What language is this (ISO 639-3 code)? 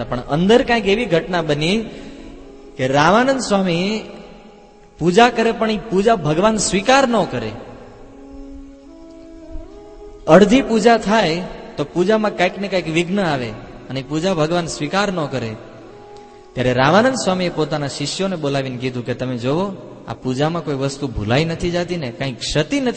guj